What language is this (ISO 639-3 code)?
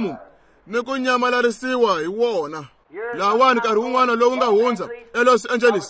tso